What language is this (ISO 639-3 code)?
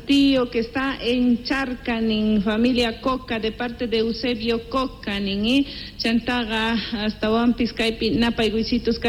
que